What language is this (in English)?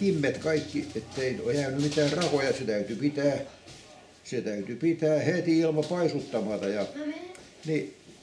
Finnish